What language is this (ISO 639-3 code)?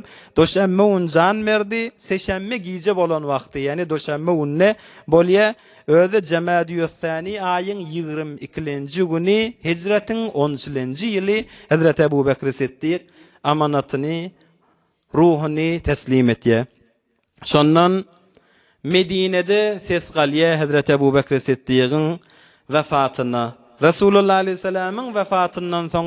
tuk